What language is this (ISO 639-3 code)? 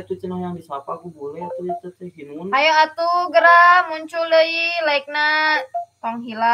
sun